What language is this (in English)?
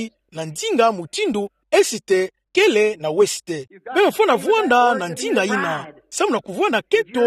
Kituba (Democratic Republic of Congo)